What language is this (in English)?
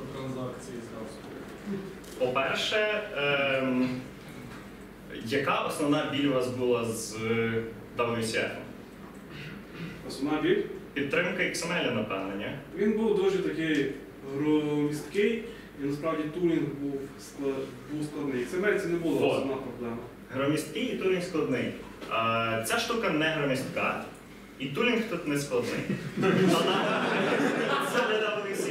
Ukrainian